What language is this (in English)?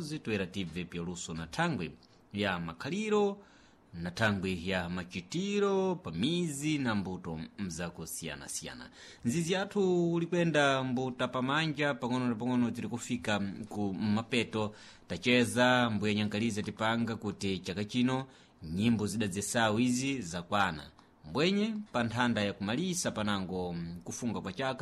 Sena